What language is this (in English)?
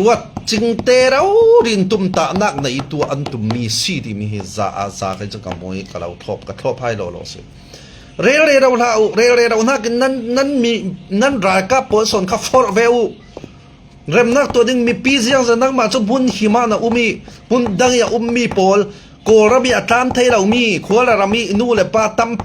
Falam Chin